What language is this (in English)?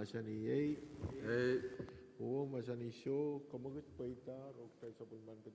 Pohnpeian